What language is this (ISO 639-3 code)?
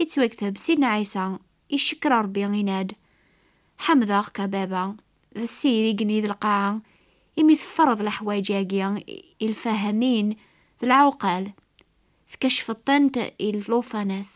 kab